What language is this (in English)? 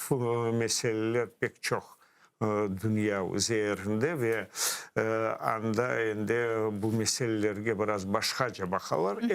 Crimean Tatar